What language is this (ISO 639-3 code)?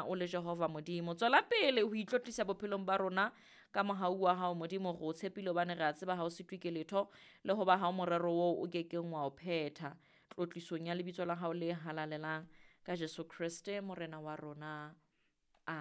sot